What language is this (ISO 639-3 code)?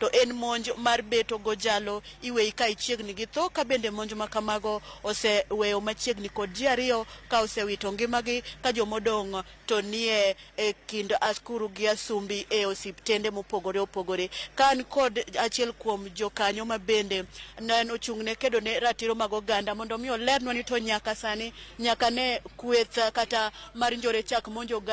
luo